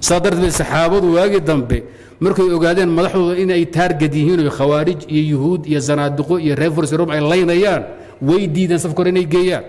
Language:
Somali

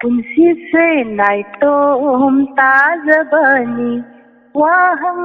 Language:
Manipuri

